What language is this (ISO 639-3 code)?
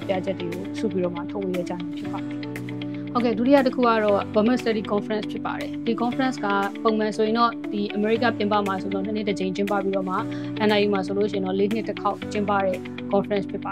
mya